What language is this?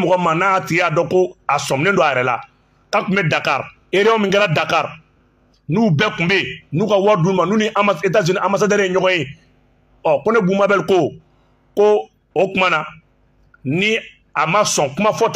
Bambara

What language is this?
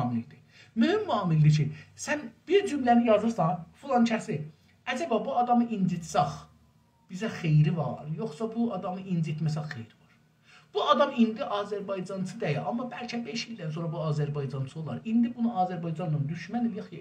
South Azerbaijani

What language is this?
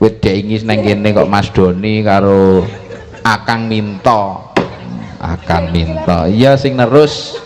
Javanese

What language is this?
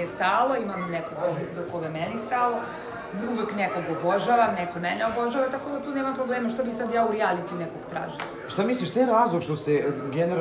Serbian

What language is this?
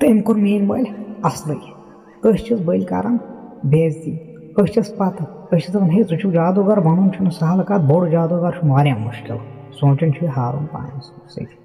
Kashmiri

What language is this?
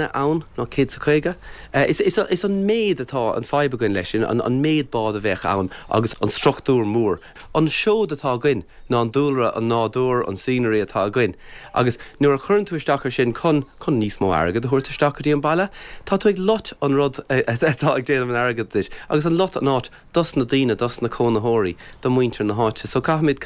Irish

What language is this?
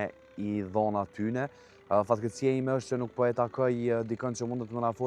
Albanian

